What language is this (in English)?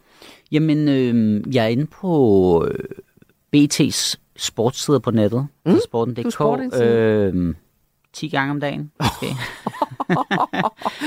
Danish